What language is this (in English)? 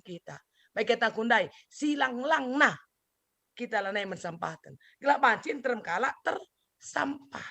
Batak Karo